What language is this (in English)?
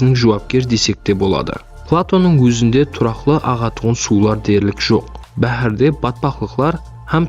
Kara-Kalpak